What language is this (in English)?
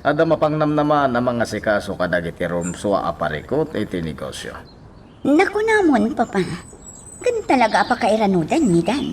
Iloko